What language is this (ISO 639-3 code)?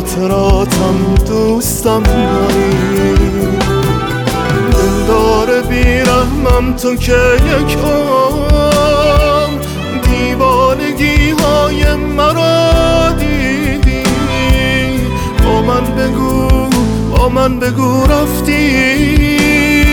fas